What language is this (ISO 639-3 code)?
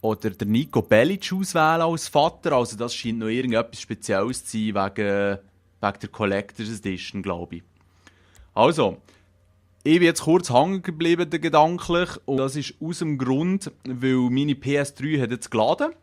gsw